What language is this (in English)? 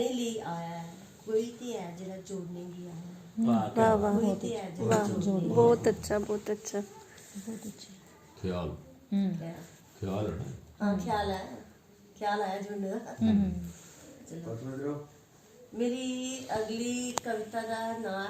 Dogri